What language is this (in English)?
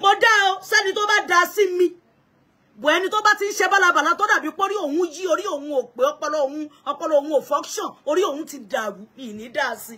Yoruba